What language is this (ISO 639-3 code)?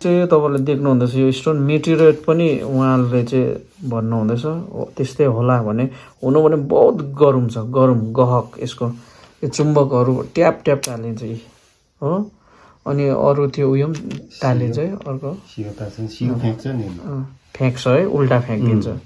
nep